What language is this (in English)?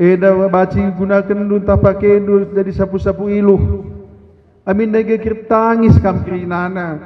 Batak Karo